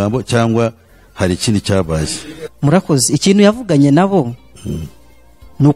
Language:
Kinyarwanda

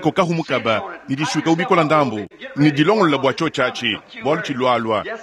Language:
Luba-Lulua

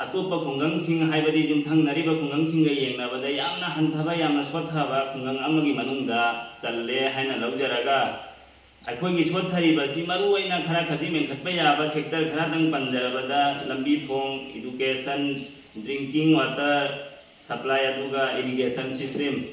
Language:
Manipuri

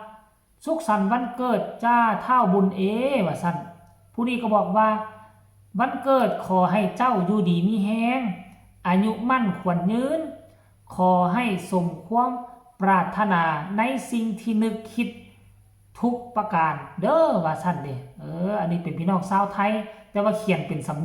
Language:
Northeastern Thai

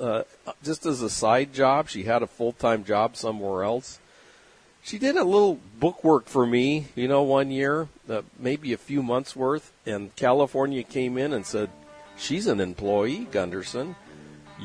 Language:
English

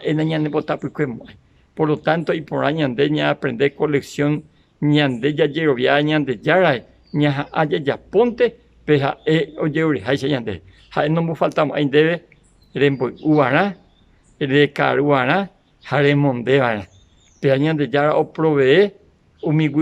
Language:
Guarani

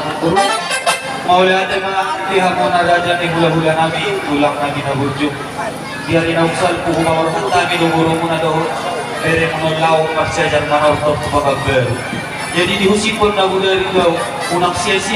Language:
Batak Toba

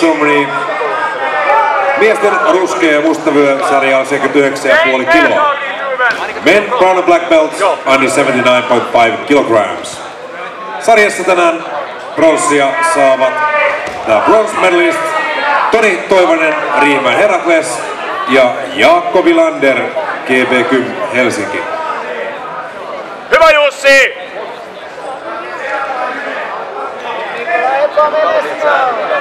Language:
Finnish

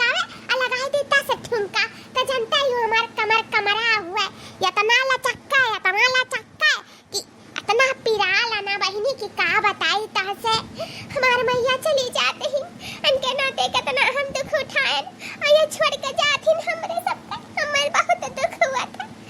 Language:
Awadhi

